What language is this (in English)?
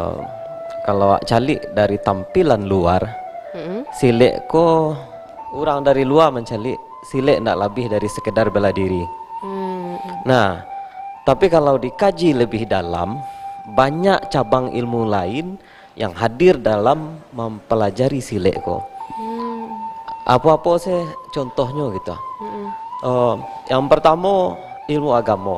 Minangkabau